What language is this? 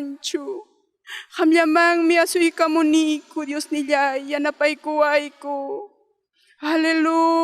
Ayacucho Quechua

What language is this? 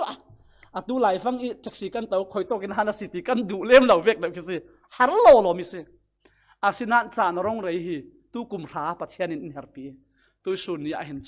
Falam Chin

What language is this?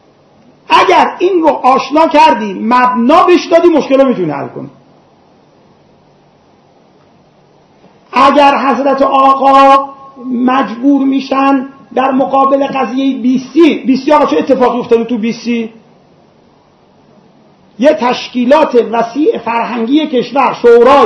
Persian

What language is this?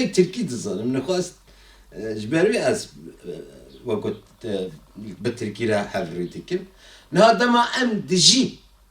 Kurdish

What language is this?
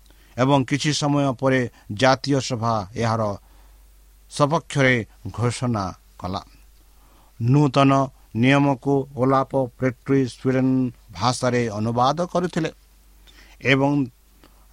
Odia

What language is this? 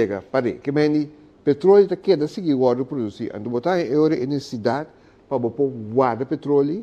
Papiamento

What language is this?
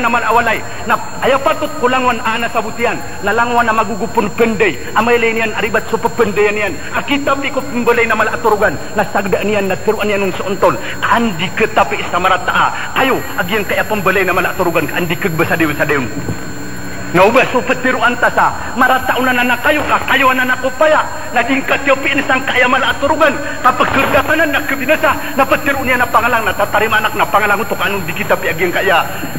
Maranao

